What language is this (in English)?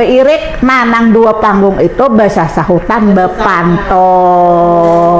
Banjar